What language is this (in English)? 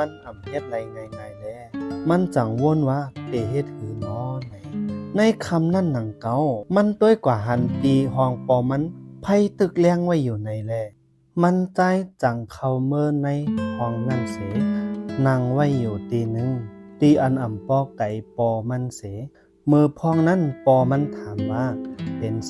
Shan